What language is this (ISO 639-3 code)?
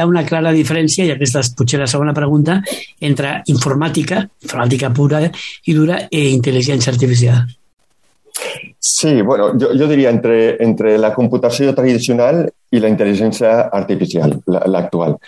cat